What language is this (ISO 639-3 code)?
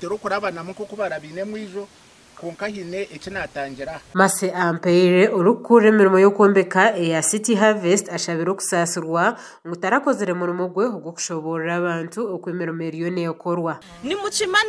nyn